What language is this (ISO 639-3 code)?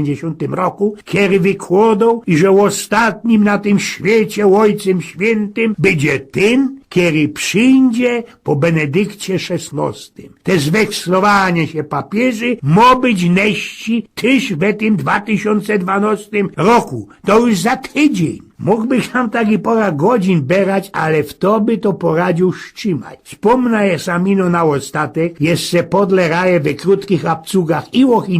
szl